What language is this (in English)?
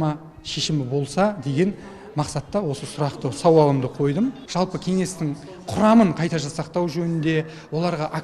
Kazakh